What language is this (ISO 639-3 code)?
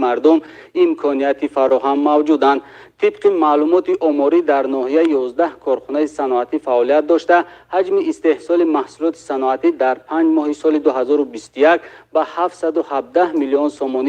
tgk